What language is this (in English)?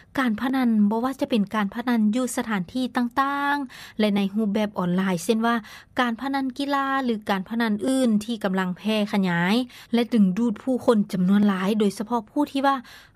Lao